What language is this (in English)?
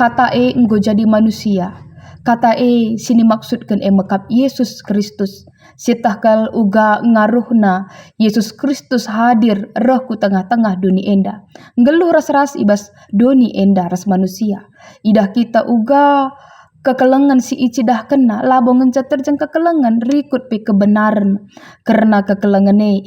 Batak Karo